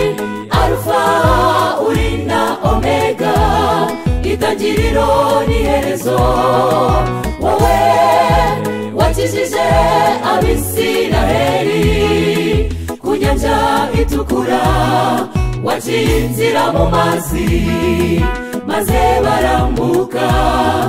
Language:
Kinyarwanda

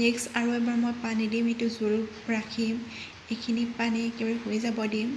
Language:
Assamese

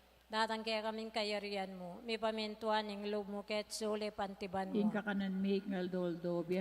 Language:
Pampanga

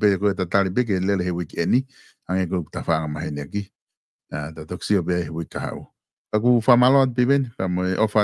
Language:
Tongan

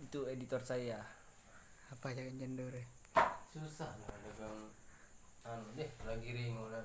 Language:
Sasak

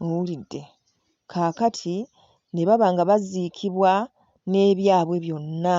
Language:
Ganda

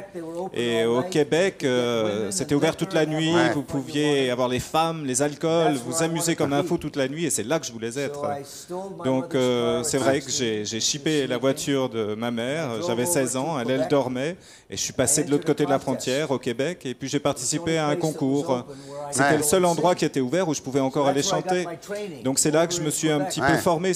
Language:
French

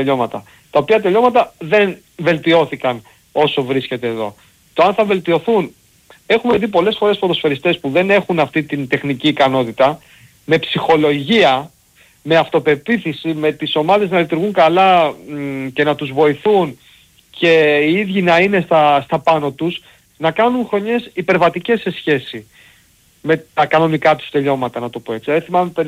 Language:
Greek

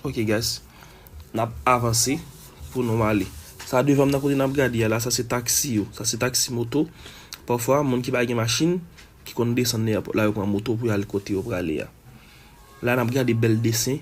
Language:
Haitian Creole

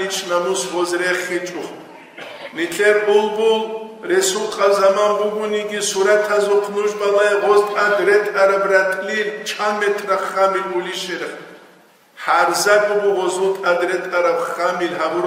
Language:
Avaric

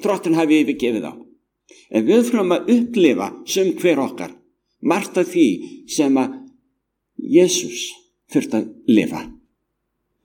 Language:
Icelandic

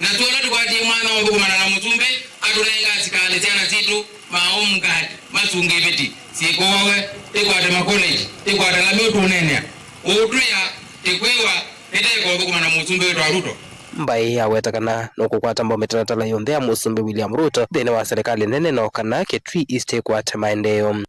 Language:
Kamba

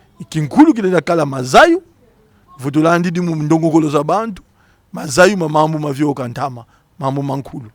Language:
Kongo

